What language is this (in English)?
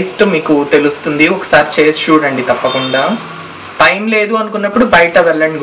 Telugu